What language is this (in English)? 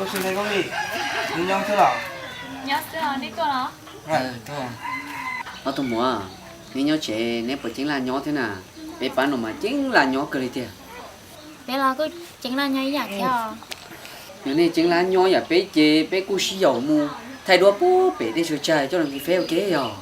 Hmong